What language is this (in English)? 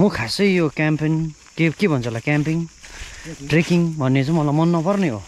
Nepali